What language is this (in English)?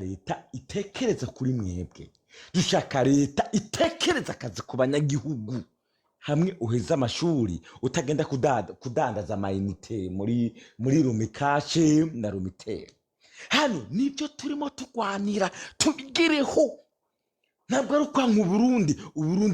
Rundi